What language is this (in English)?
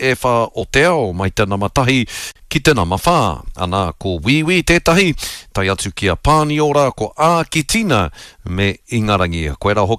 Māori